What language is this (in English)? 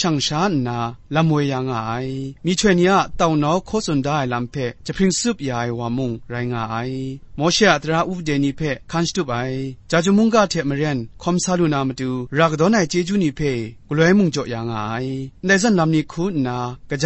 Kachin